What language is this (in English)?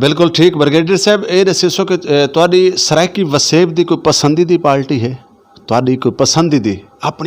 Saraiki